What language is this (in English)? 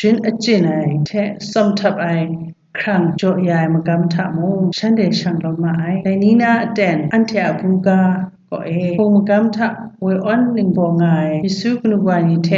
Kachin